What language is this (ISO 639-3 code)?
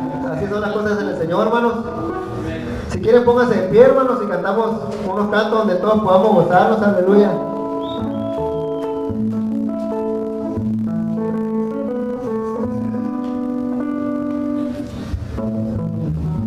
spa